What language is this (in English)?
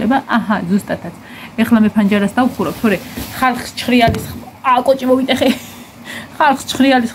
Georgian